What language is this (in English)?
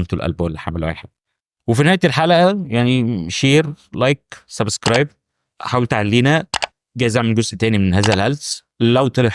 Egyptian Arabic